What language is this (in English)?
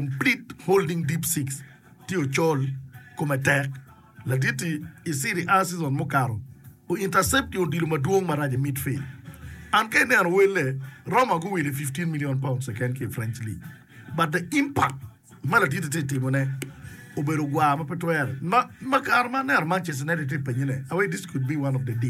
Acoli